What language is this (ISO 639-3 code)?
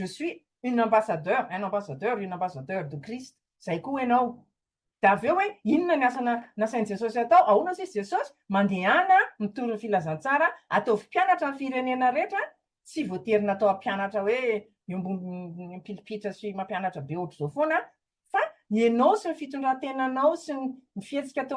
mlg